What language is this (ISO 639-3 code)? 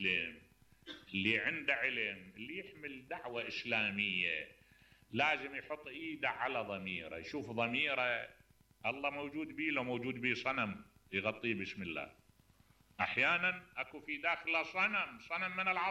acm